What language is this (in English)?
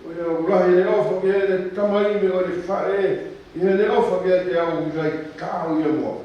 Tongan